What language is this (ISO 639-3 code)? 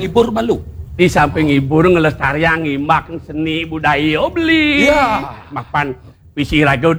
ban